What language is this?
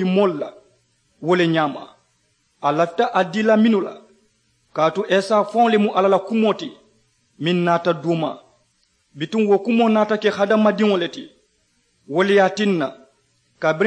Mandingo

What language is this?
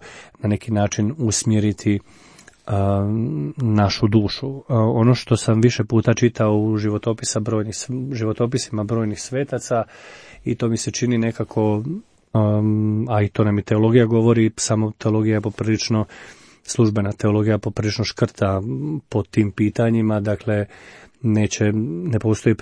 Croatian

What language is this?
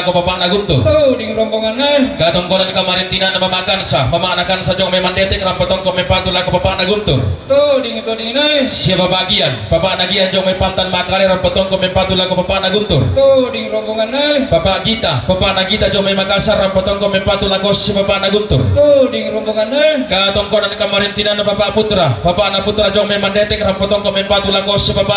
Toraja-Sa'dan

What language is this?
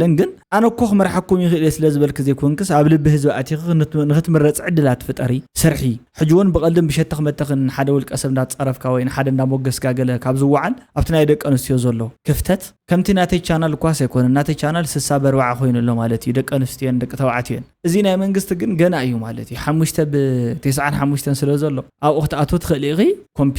Tigrinya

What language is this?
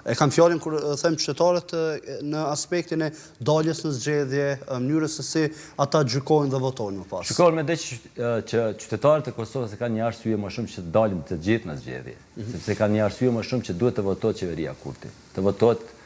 Albanian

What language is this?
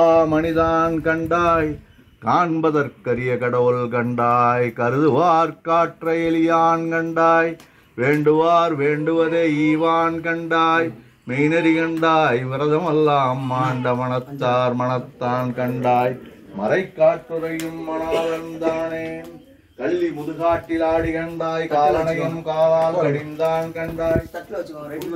Tamil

